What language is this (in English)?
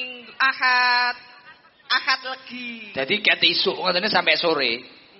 Javanese